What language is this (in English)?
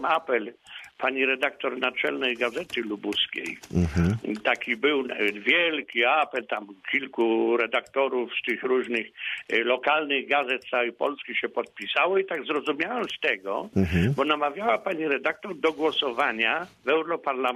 Polish